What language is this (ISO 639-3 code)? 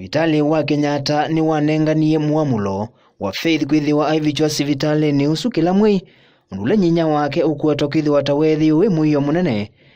kam